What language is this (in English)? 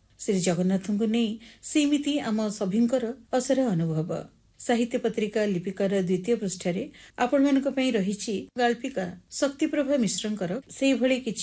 Odia